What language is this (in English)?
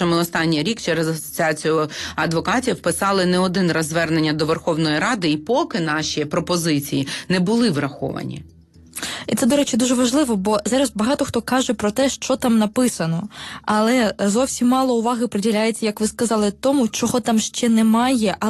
Ukrainian